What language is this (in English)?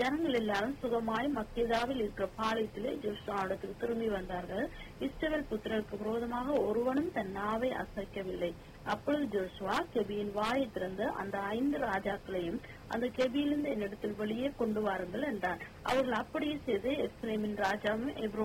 Tamil